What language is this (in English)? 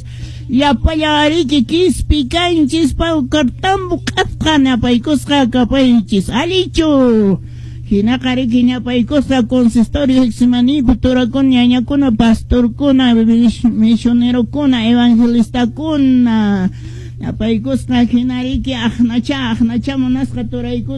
Quechua